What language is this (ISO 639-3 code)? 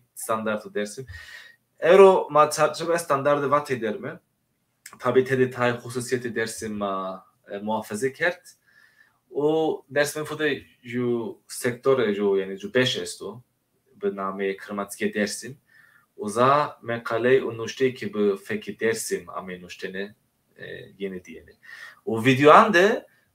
zza